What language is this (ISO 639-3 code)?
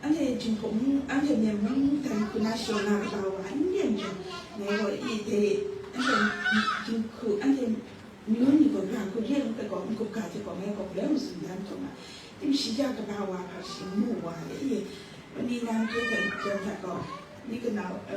kac